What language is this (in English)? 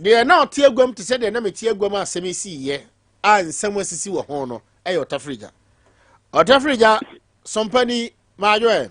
Akan